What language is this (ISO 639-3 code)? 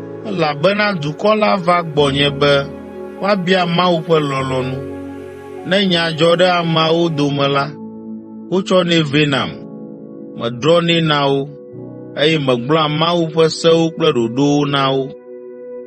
ewe